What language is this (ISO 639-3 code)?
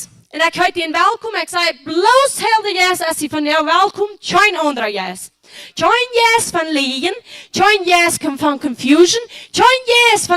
pdt